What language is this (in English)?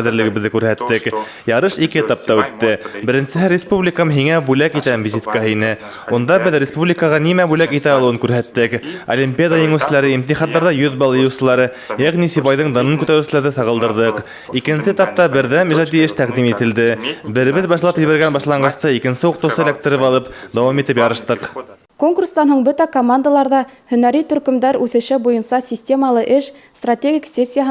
Bashkir